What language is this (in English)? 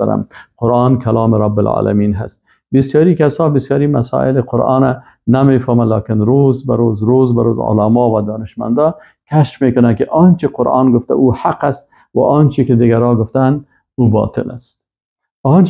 Persian